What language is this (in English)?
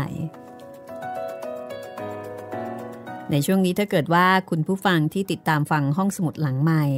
Thai